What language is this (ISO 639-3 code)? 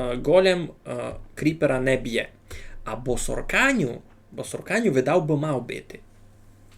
rue